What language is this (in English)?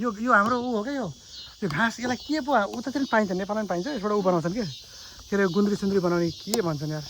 Nepali